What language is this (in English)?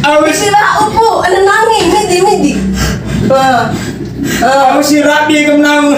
Bima